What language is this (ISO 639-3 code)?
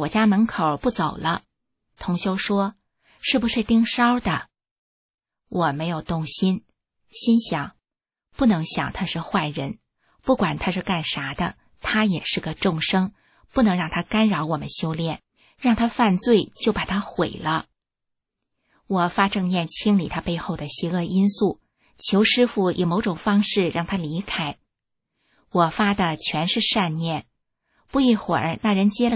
zho